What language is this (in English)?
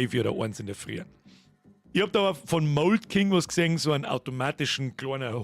Bavarian